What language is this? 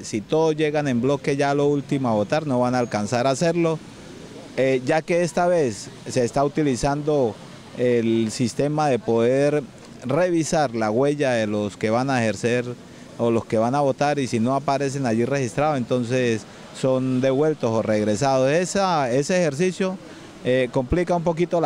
Spanish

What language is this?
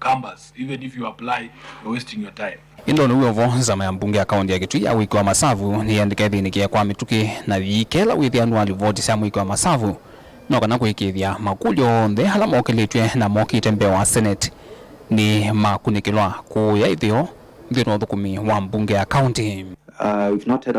Kamba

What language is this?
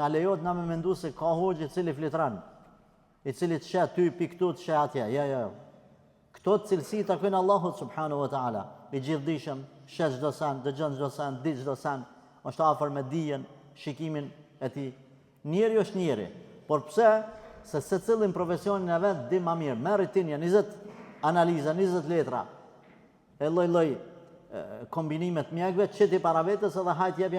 Albanian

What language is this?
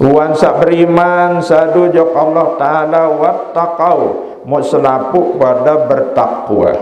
Sasak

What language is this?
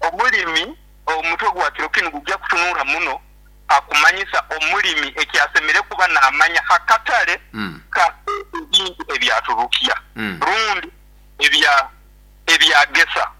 Nyoro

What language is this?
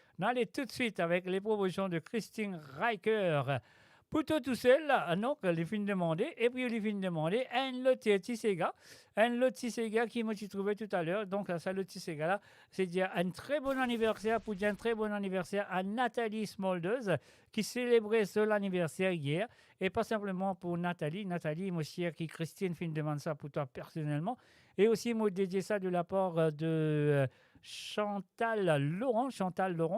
Morisyen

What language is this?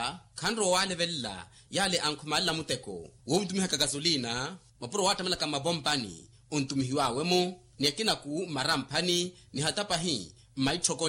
Makhuwa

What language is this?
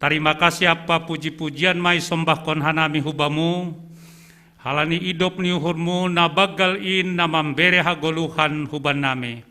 Batak Simalungun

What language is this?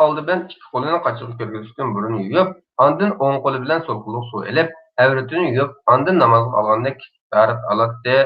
Uyghur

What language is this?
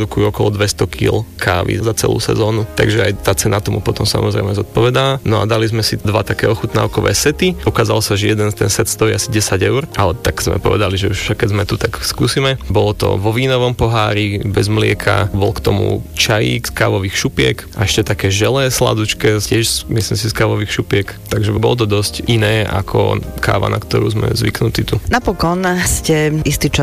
Slovak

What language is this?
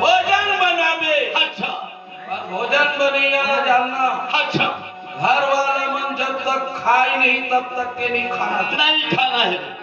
Chhattisgarhi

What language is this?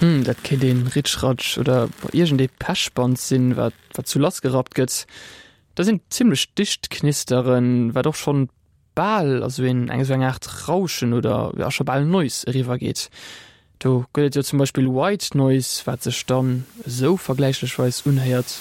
Luxembourgish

